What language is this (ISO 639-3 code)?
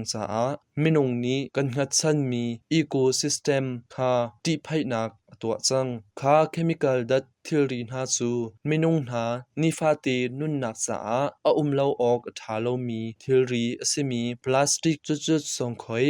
cnh